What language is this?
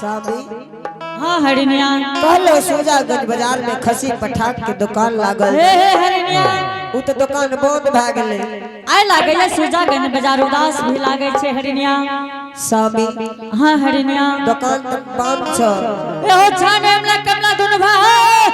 Angika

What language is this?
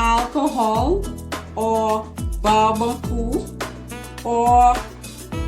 Haitian Creole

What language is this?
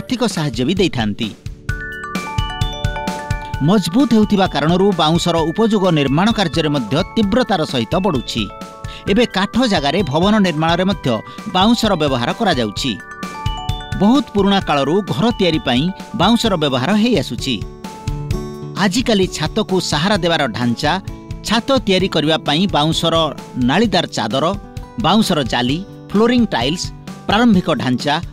Odia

